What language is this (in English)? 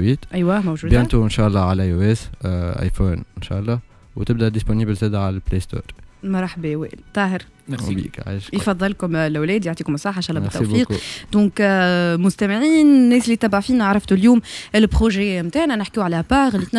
Tunisian Arabic